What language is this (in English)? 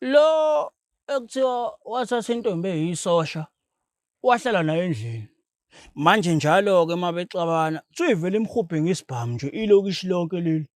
Zulu